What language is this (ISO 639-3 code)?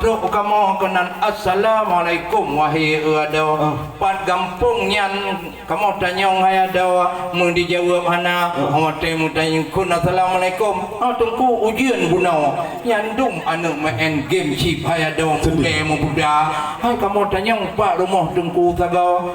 ace